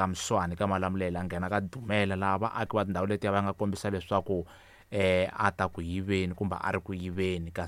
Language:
Tsonga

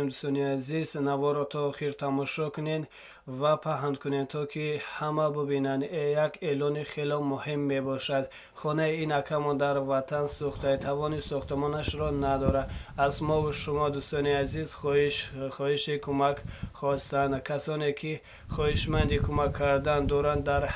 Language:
Tajik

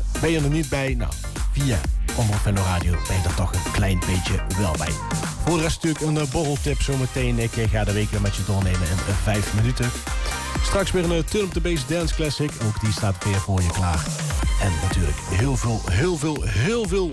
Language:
Dutch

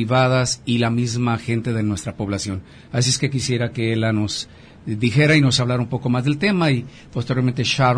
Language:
Spanish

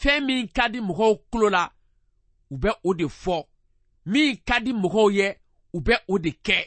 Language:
Bambara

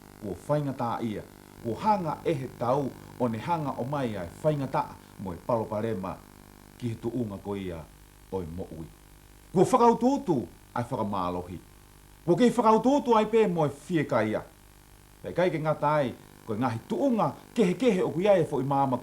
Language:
Tongan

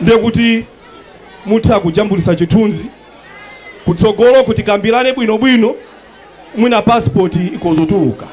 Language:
Nyanja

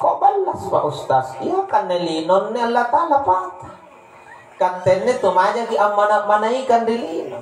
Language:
Makasar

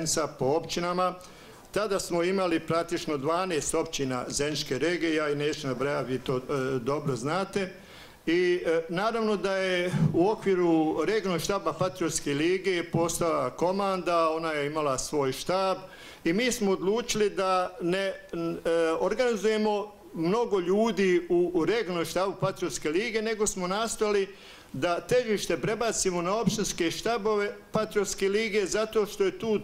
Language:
Bosnian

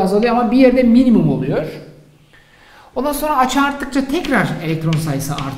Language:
Turkish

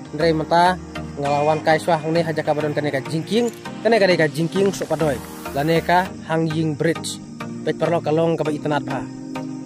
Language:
Khasi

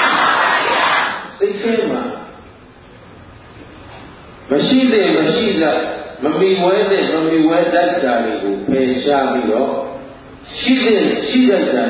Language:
Burmese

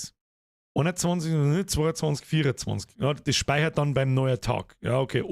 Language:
Bavarian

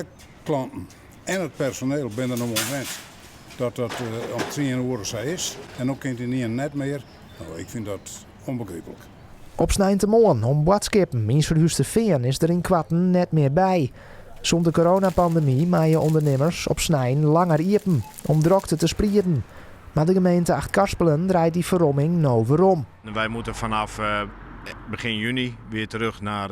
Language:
Western Frisian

